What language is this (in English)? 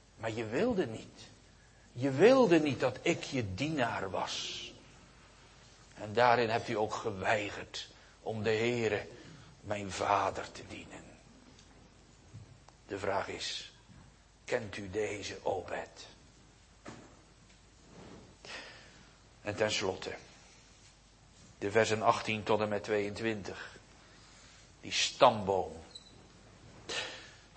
Dutch